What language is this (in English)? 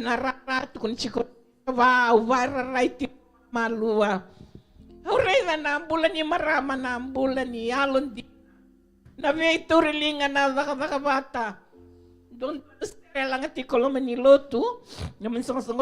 Fijian